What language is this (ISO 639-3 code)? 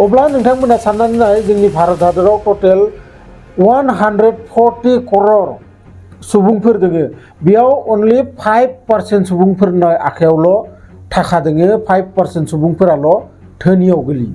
brx